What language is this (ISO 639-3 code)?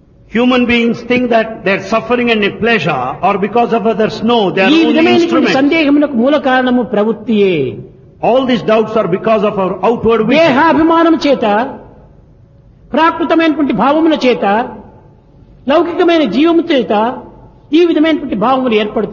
tel